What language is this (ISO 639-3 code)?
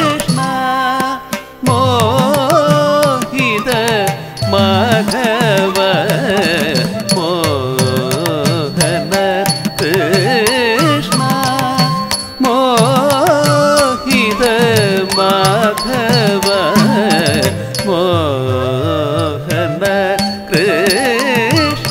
mal